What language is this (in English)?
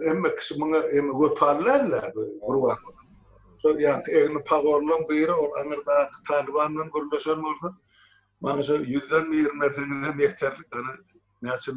Turkmen